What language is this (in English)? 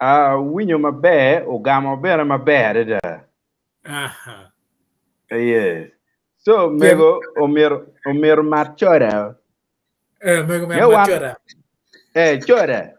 Acoli